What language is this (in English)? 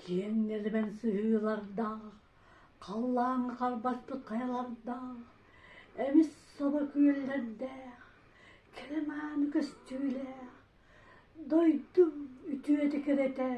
Yakut